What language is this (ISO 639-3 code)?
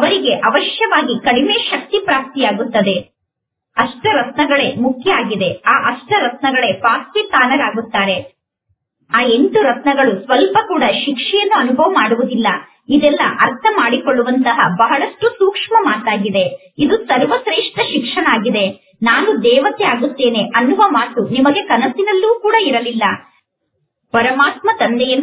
kan